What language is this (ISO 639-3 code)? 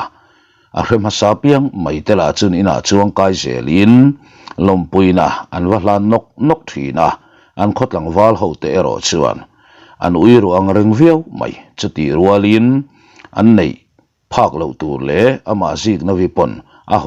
lus